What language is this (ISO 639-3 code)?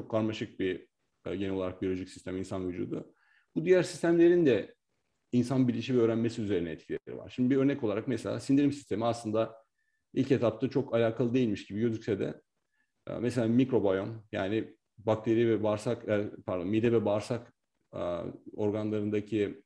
tur